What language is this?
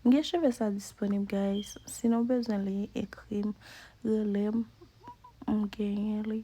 Haitian Creole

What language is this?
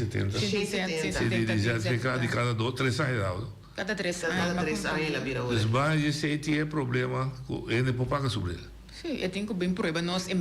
Papiamento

